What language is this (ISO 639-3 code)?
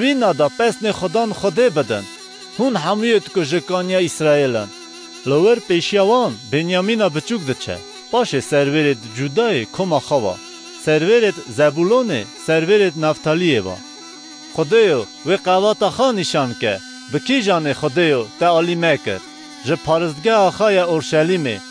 kur